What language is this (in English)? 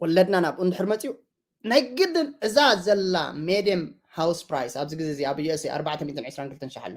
Tigrinya